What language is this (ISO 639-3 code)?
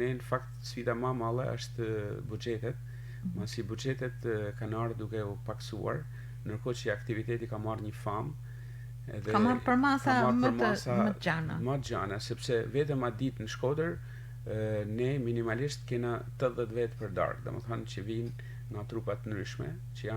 sqi